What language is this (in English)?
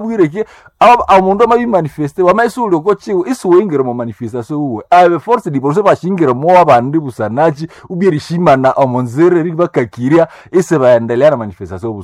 Nande